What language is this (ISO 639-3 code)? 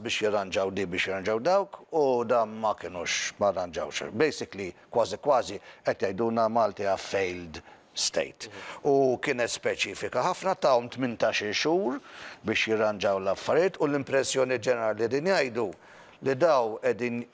mlt